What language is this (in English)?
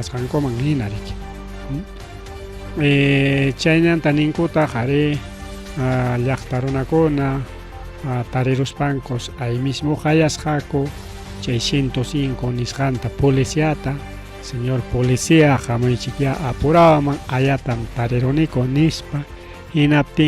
Ayacucho Quechua